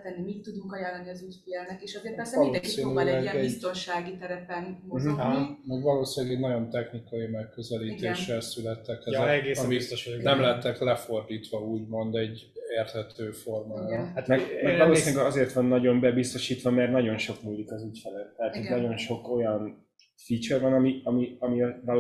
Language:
Hungarian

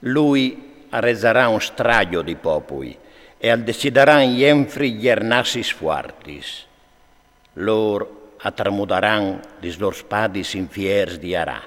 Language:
Friulian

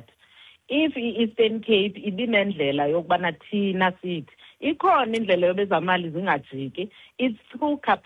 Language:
Xhosa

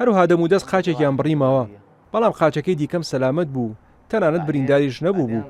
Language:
Central Kurdish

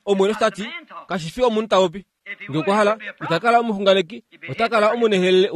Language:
Kuanyama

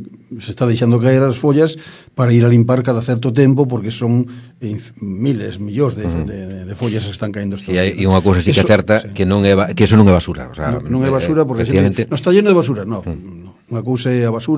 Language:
Galician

